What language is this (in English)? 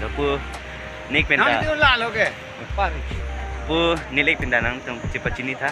Karbi